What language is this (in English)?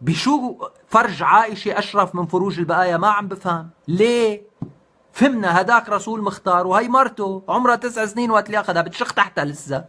North Levantine Arabic